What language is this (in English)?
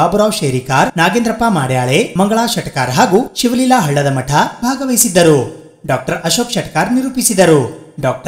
Kannada